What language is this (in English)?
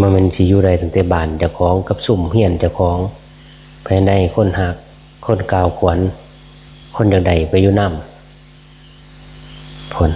Northeastern Thai